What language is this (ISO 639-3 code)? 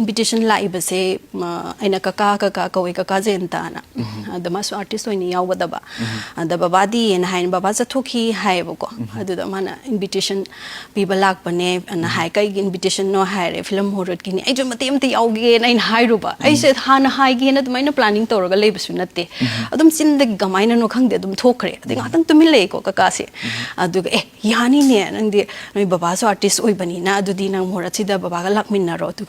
mni